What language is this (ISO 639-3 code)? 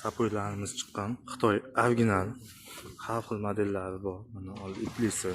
uzb